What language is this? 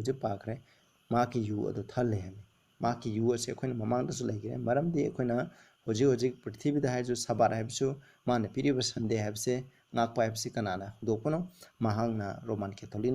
Manipuri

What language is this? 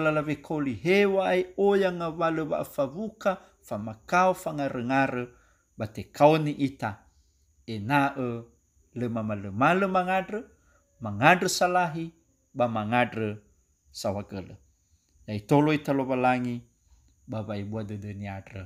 Nias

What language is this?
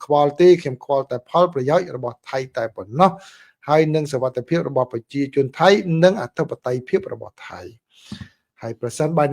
Khmer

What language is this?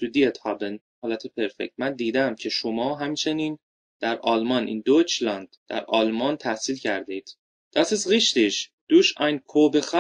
Persian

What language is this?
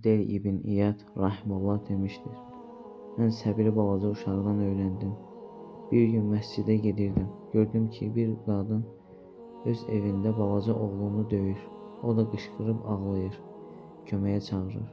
Azerbaijani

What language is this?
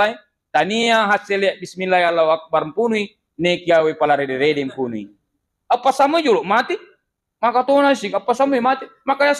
Buginese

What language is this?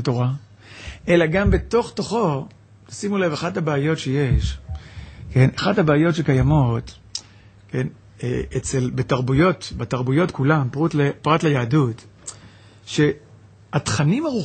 Hebrew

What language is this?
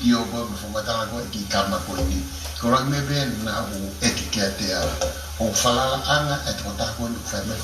Tongan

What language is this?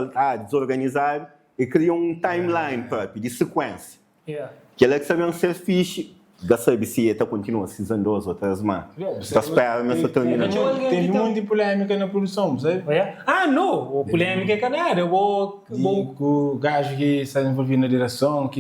Kabuverdianu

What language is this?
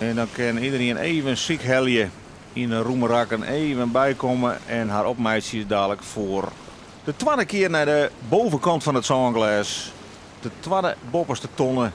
Western Frisian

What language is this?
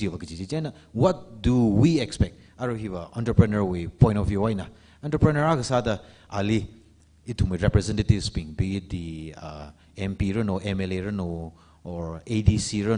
Tangkhul Naga (India)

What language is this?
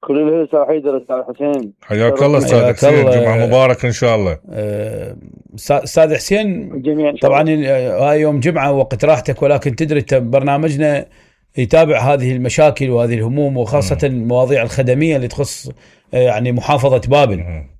Mesopotamian Arabic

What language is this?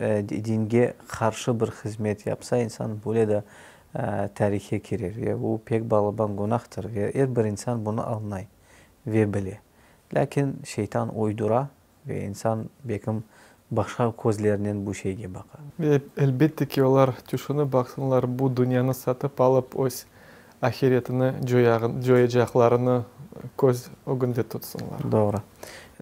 Crimean Tatar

